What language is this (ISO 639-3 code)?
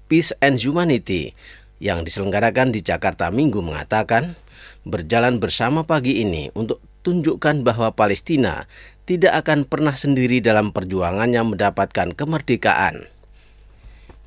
ind